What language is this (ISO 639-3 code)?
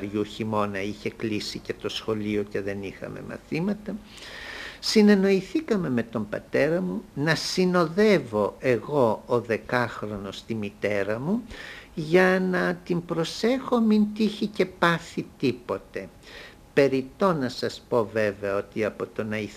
ell